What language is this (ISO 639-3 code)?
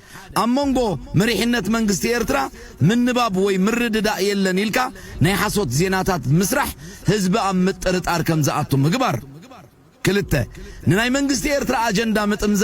tir